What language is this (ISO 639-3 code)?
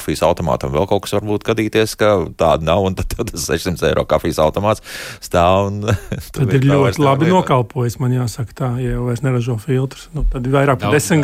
lav